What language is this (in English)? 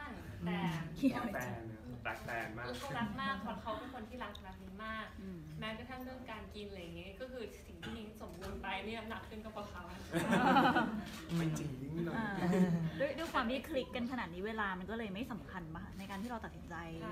Thai